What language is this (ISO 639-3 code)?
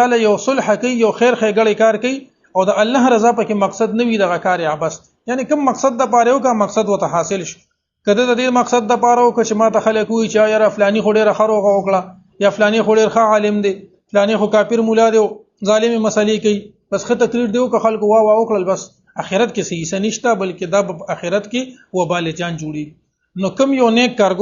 pus